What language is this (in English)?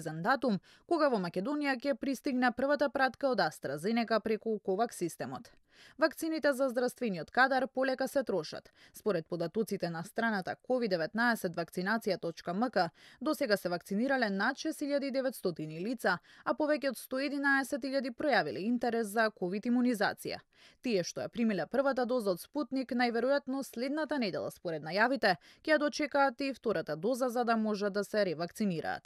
Macedonian